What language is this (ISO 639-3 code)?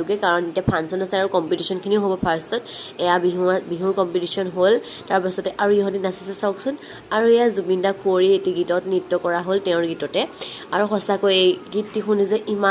asm